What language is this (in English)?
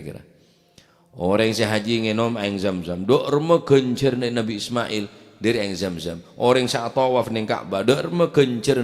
Madurese